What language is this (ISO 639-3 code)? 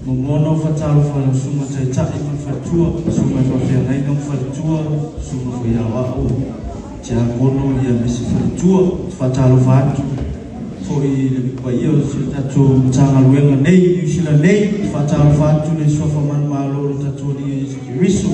smo